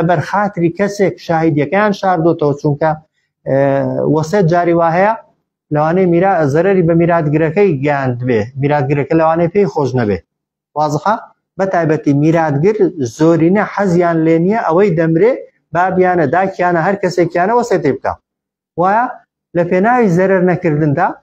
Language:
Central Kurdish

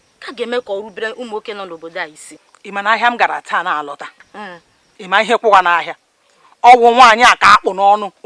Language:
Igbo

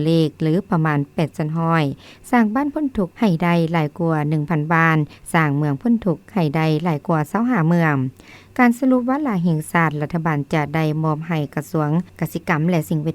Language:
Lao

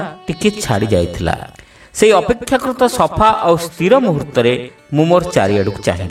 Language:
Odia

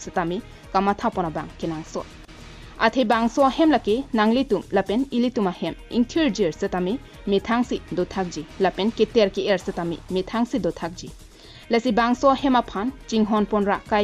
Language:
Karbi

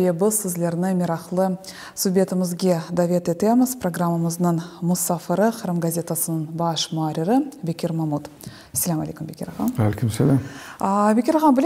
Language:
Crimean Tatar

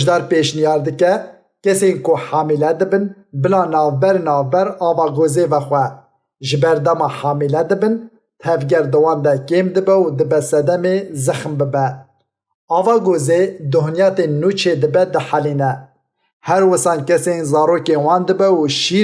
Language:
Kurdish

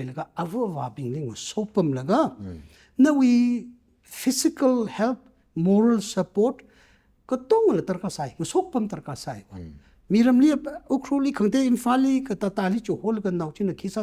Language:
Tangkhul Naga (India)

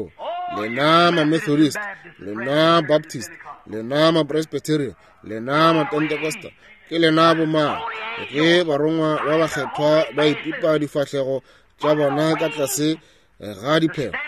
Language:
Northern Sotho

